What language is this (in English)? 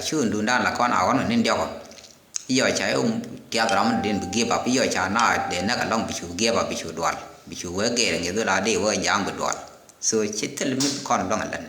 Nuer